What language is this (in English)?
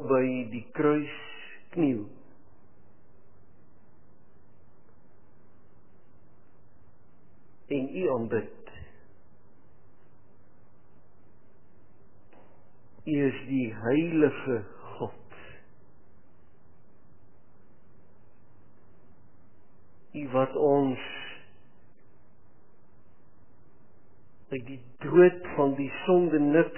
Afrikaans